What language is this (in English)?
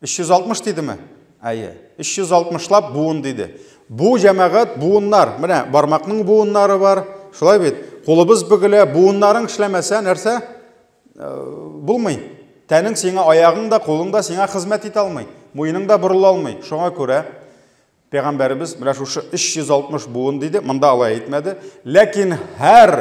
Tatar